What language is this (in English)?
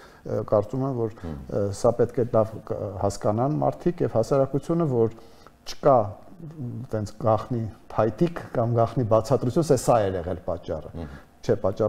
Armenian